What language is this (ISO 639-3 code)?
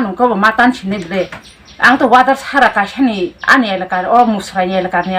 trp